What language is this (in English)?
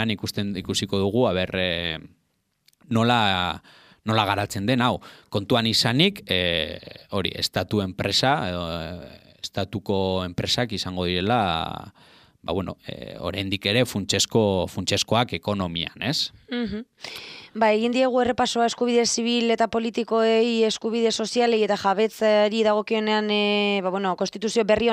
Basque